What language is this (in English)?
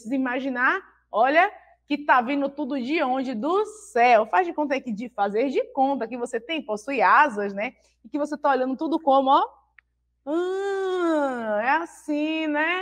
Portuguese